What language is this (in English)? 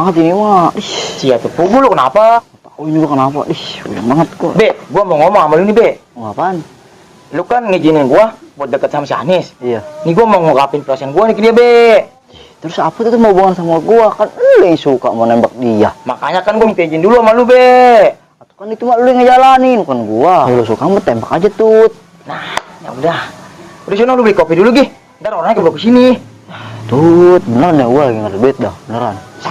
Betawi